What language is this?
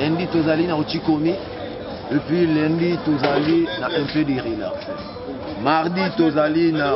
Lingala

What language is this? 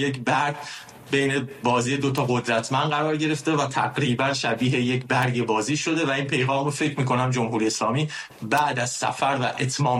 Persian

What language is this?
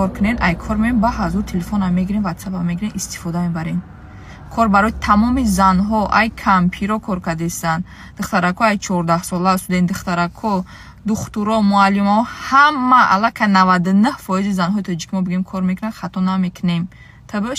Tajik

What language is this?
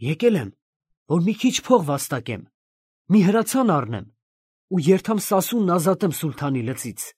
Armenian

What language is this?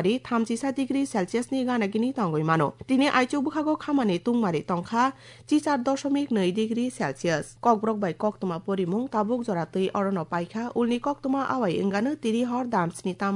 Kok Borok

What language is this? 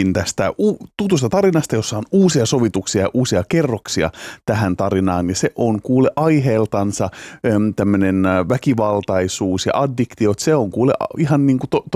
Finnish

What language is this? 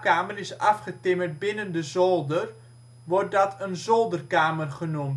Dutch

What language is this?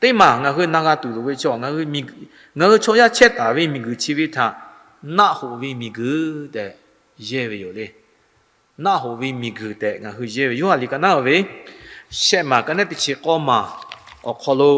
Lahu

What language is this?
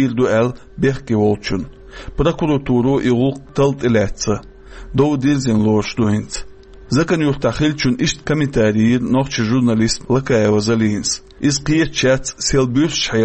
Chechen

